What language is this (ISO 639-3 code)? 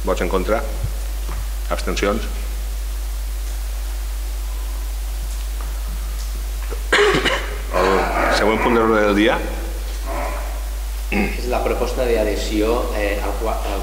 cat